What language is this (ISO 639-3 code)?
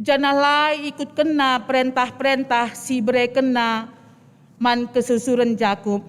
btx